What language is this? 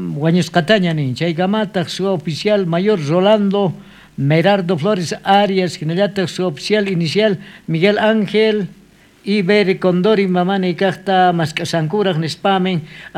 South Bolivian Quechua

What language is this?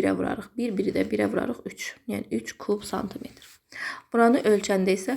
Azerbaijani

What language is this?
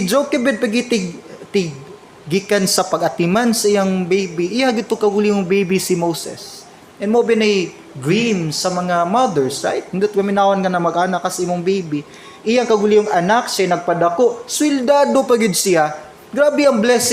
Cebuano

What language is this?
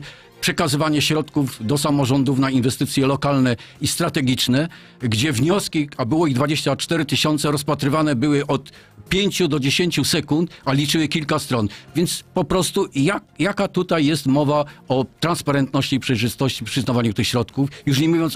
Polish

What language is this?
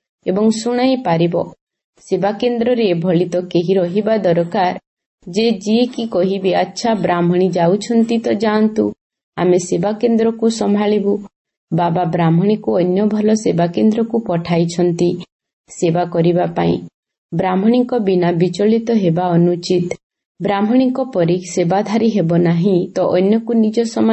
Odia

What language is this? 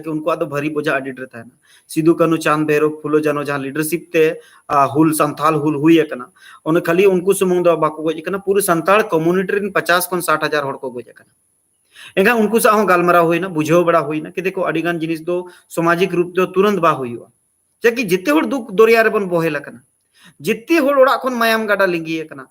Santali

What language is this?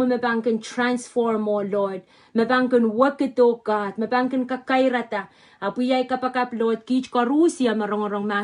Pohnpeian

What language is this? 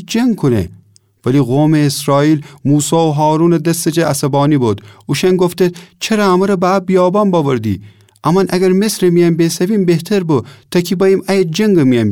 Gilaki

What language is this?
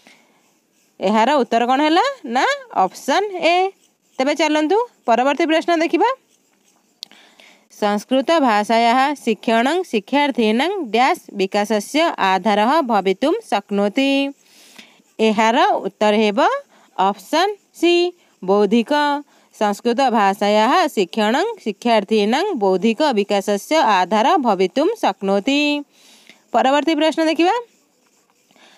Odia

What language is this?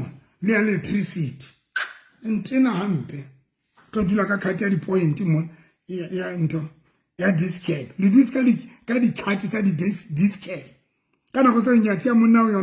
Southern Sotho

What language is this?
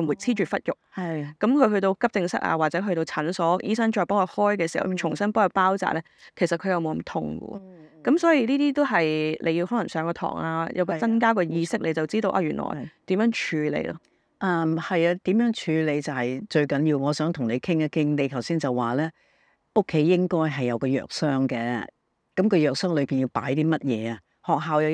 Cantonese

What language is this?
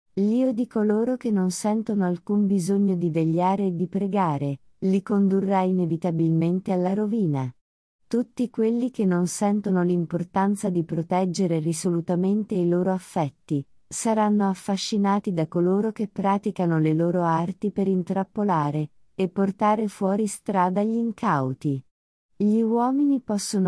Italian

